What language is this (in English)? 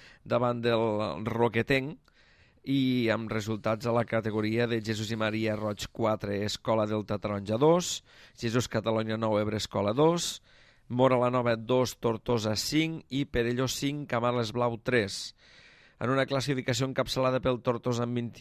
Catalan